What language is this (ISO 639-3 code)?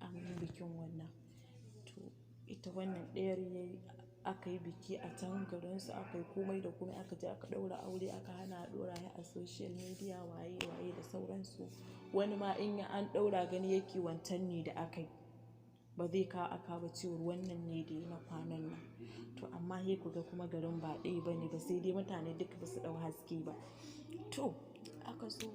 hau